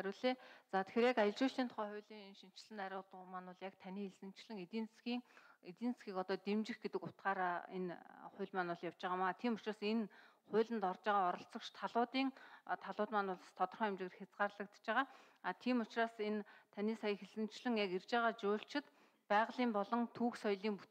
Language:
Mongolian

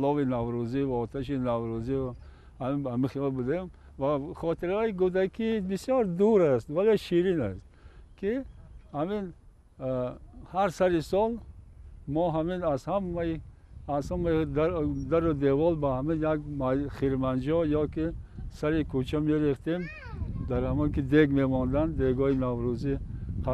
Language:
Tajik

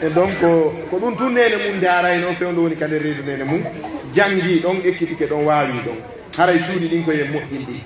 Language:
Pular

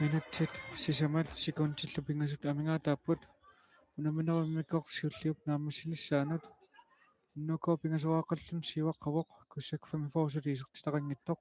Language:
Kalaallisut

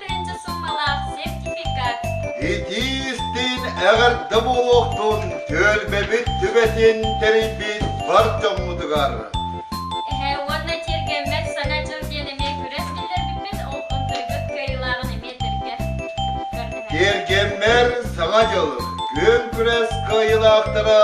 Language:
Yakut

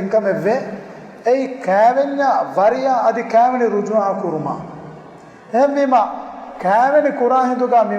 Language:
Divehi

